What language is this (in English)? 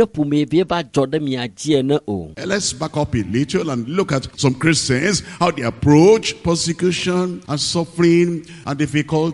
Ewe